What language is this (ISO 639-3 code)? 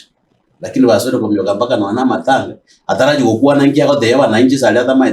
guz